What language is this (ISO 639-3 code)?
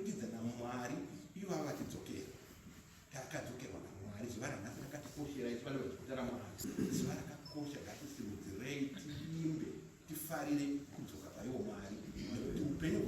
sna